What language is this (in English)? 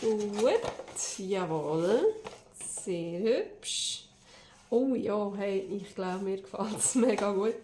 Swiss German